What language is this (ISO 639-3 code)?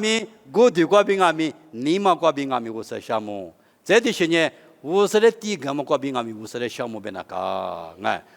lis